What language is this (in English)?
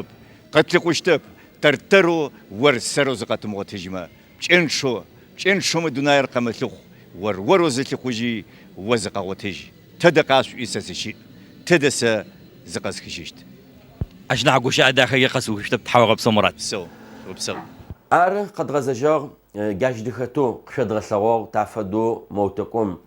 Adyghe